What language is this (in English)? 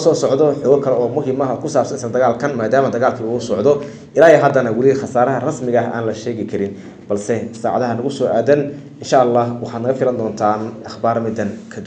Somali